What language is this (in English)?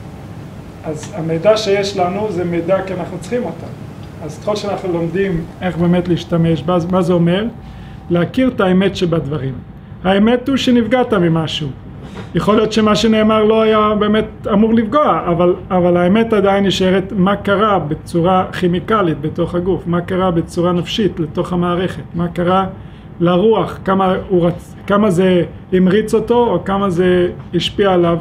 Hebrew